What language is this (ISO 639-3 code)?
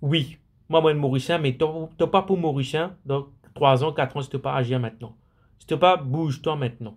mfe